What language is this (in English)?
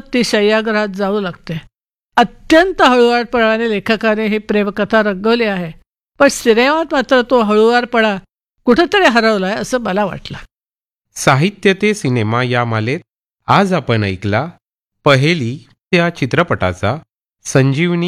Marathi